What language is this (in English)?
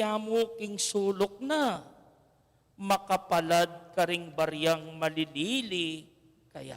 Pampanga